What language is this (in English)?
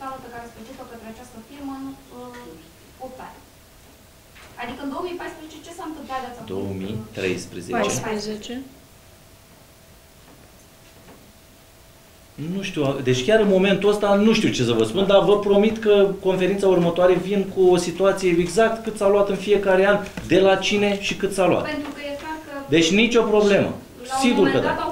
Romanian